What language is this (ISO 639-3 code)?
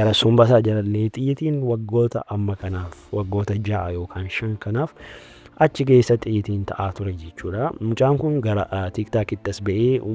orm